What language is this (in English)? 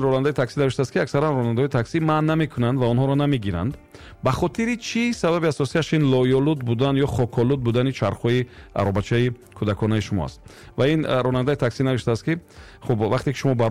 Tajik